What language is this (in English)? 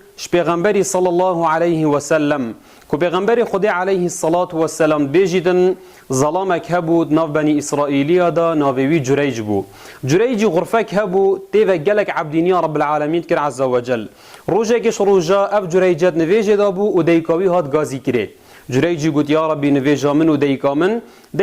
Kurdish